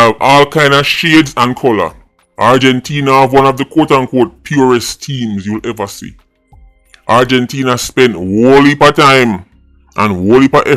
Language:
Jamaican Creole English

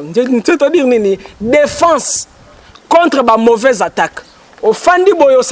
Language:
Lingala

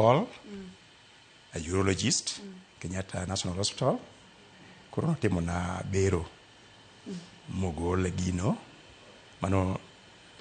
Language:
Luo (Kenya and Tanzania)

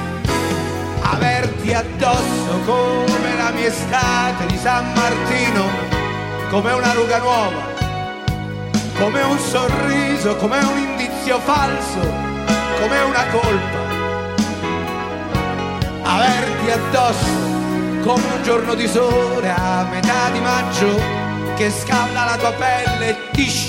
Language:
Italian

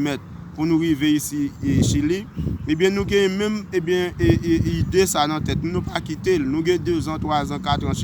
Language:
Haitian Creole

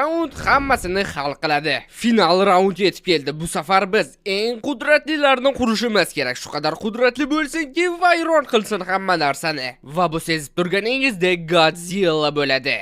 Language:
Uzbek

